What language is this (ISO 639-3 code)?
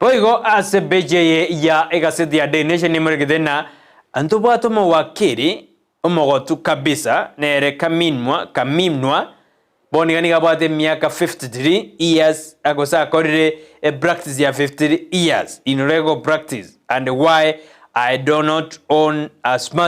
guz